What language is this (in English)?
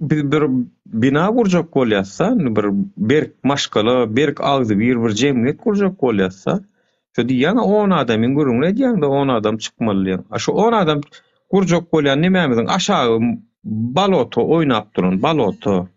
Turkmen